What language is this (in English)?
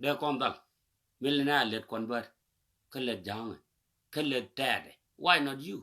Nuer